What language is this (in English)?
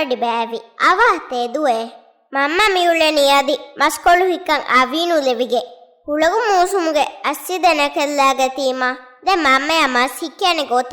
Divehi